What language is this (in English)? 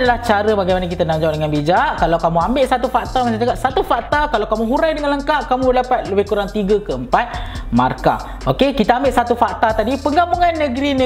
Malay